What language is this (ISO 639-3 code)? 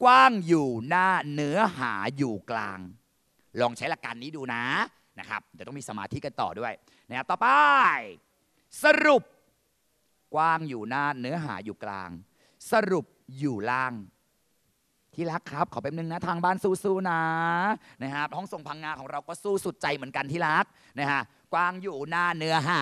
tha